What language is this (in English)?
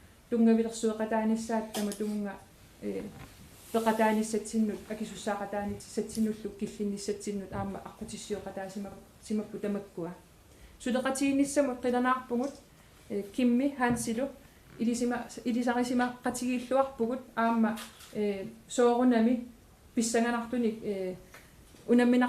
Kalaallisut